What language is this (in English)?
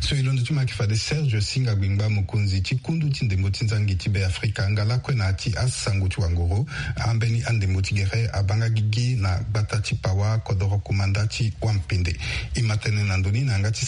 Sango